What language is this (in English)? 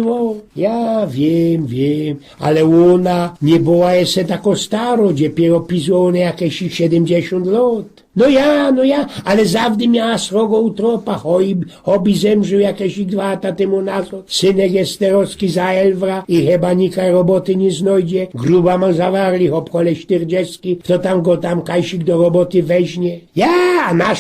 Silesian